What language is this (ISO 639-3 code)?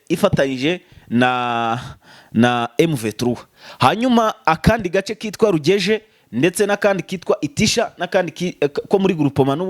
kin